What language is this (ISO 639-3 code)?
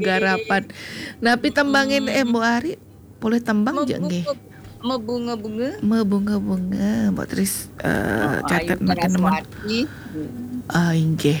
ban